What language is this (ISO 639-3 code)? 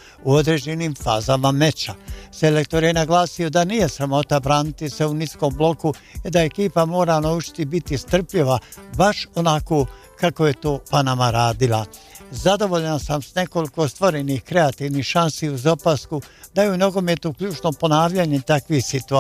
bos